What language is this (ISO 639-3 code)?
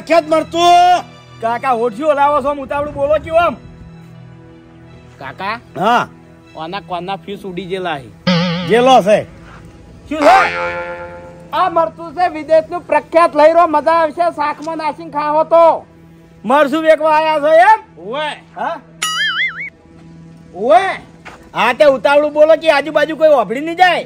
guj